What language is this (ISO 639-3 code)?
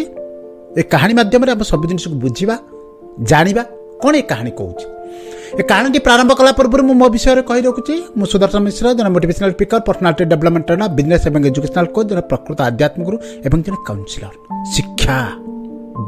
ori